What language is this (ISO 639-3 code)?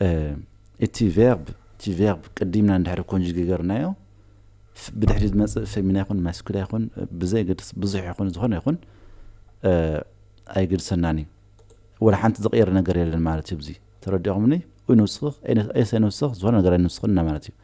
tir